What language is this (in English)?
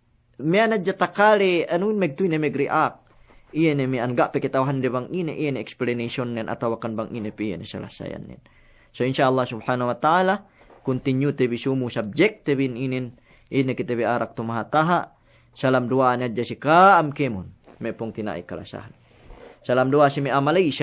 Yakan